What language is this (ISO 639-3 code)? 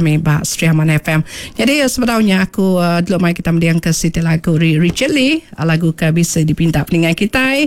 iba